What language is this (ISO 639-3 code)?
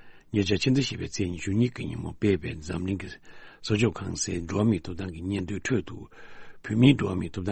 bod